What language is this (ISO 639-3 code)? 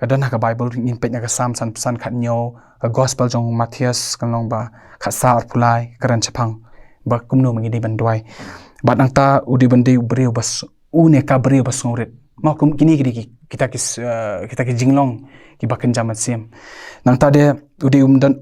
kha